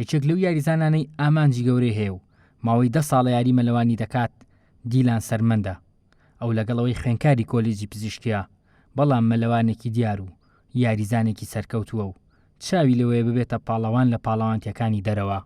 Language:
Central Kurdish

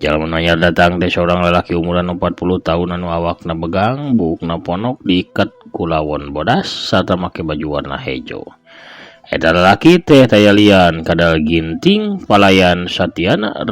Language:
Sundanese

